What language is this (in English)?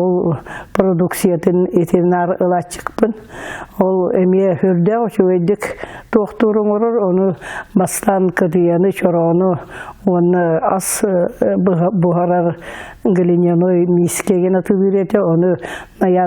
Yakut